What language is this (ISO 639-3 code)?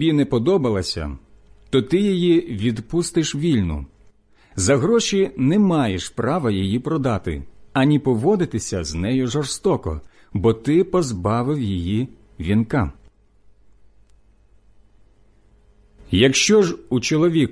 ukr